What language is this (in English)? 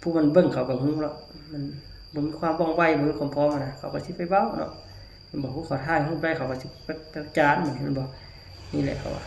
Lao